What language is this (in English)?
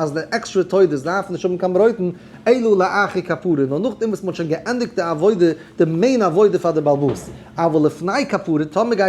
Yiddish